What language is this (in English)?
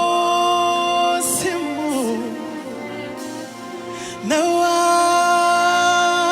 Venda